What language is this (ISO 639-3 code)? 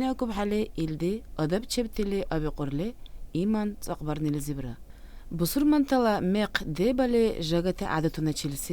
dar